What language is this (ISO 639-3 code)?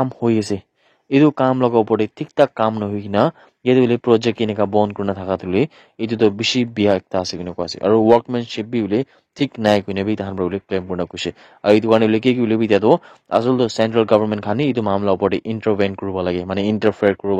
nag